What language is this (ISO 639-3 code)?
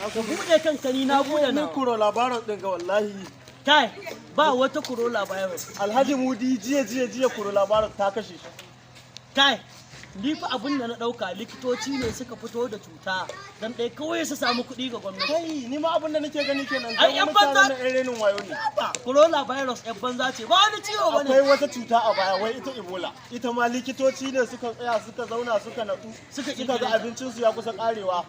hau